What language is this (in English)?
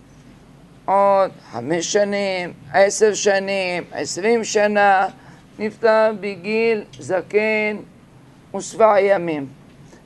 Hebrew